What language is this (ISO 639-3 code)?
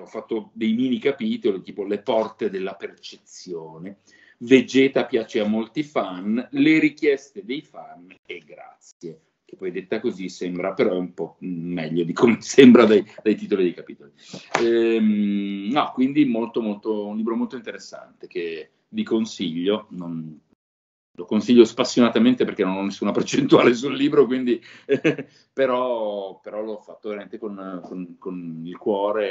ita